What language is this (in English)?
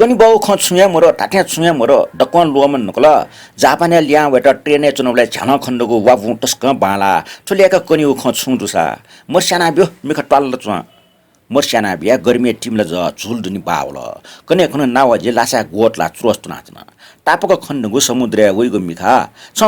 Newari